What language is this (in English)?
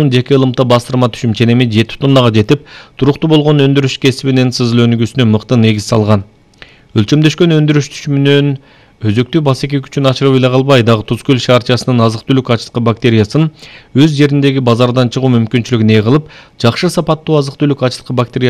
Kyrgyz